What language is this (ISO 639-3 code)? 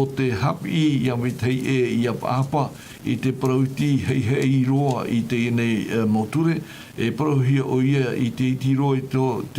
tah